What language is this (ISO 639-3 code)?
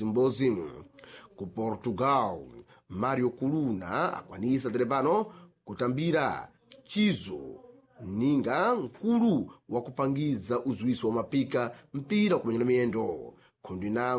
seh